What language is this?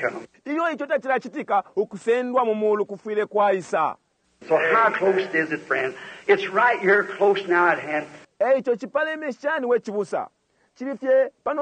Bemba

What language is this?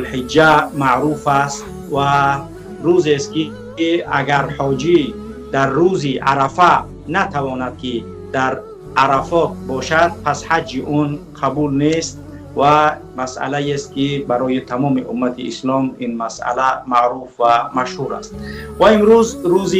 Persian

